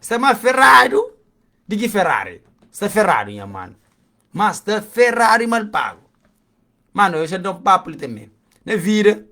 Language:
Kabuverdianu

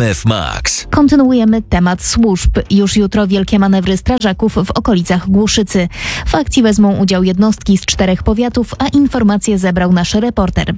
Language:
Polish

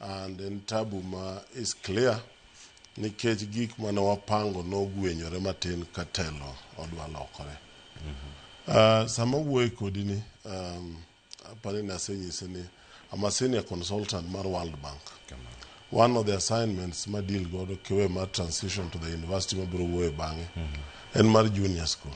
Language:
Luo (Kenya and Tanzania)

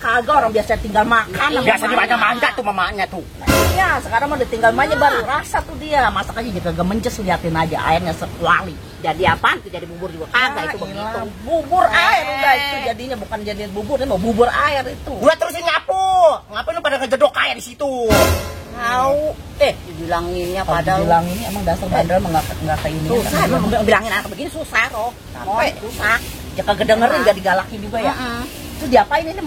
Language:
Betawi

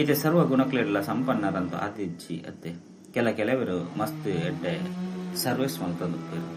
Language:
Tulu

